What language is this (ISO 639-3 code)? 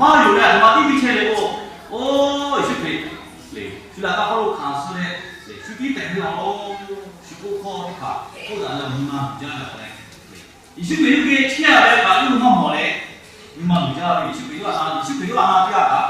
lhu